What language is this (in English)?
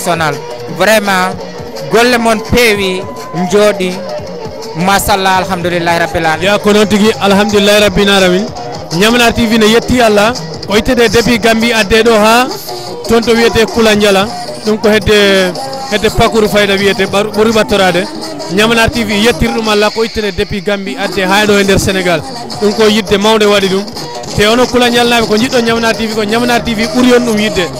Fula